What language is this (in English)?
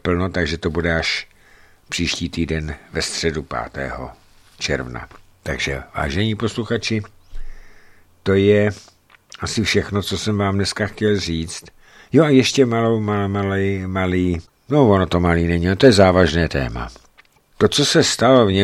Czech